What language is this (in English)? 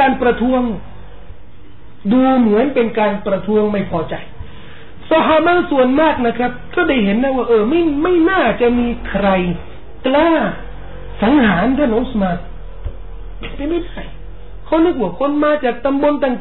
Thai